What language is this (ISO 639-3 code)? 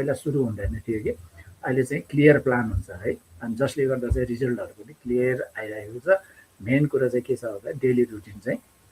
nep